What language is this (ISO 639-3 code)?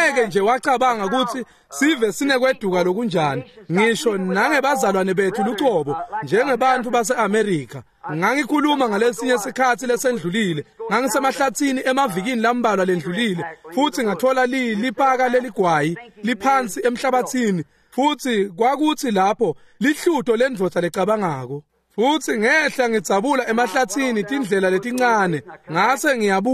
ssw